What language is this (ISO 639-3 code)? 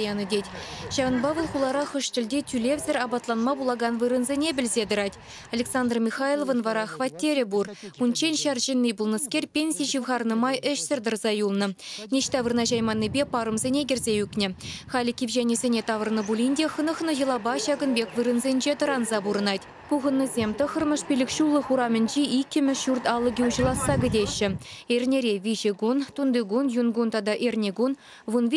chv